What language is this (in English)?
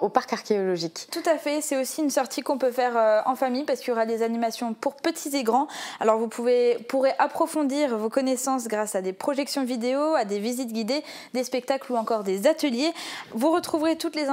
French